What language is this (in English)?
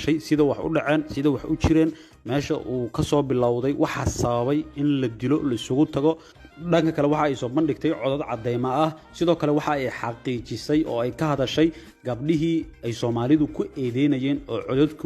Somali